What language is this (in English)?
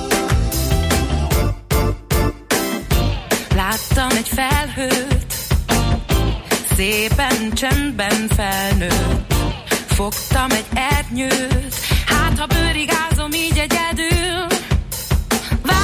Hungarian